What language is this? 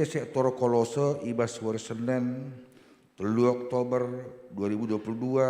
Batak Karo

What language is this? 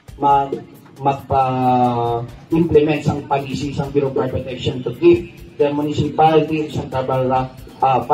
Hiligaynon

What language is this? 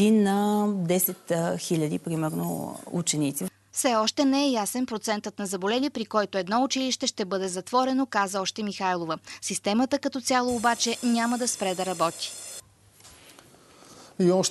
Bulgarian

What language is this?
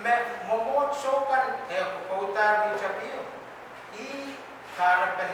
Pohnpeian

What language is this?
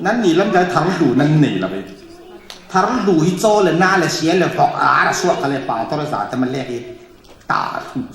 Falam Chin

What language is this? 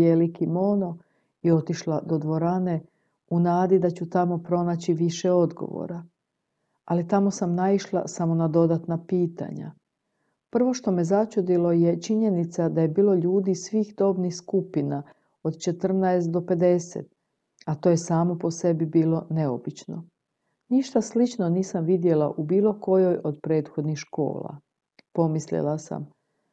Croatian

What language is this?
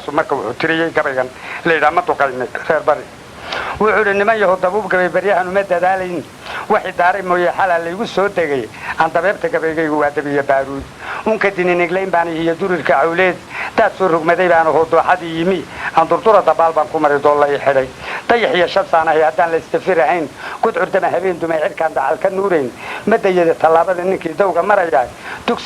Somali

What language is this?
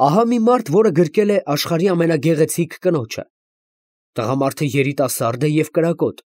Armenian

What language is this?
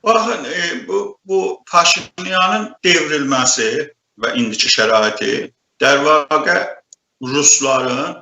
South Azerbaijani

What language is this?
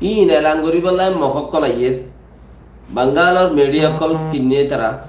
Rohingya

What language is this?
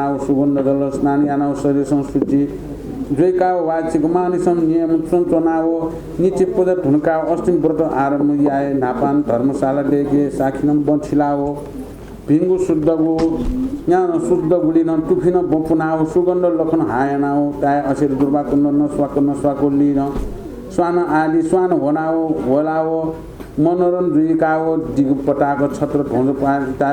Newari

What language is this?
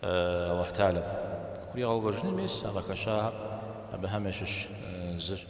Kabardian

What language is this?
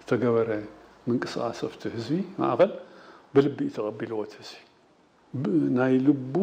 Tigrinya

